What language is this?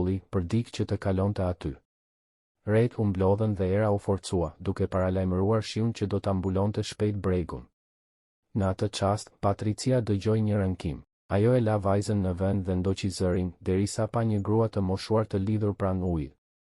Albanian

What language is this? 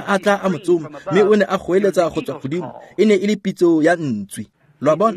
Tswana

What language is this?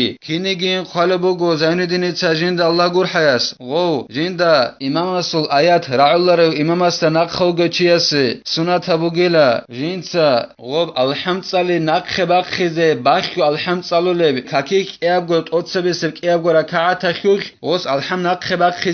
Avaric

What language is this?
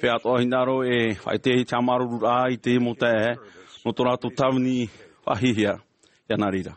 Tahitian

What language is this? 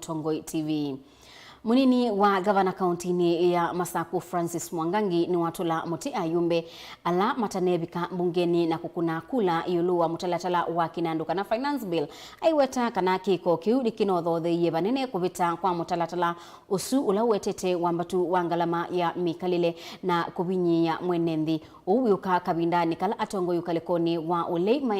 Kamba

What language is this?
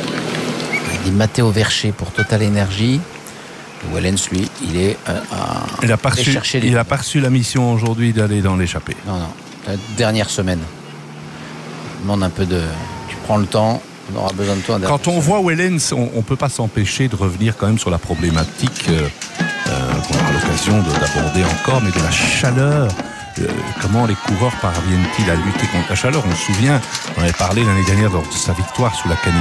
French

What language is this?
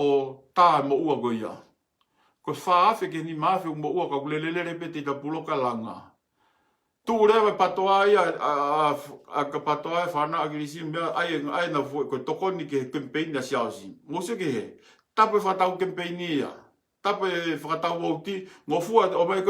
Tongan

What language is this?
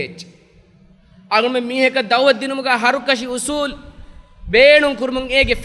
Divehi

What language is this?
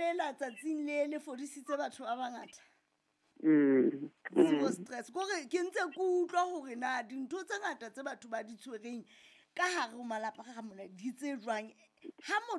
Southern Sotho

